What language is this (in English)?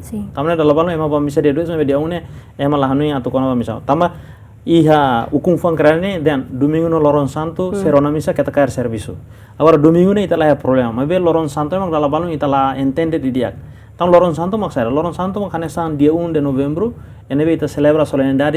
Tetum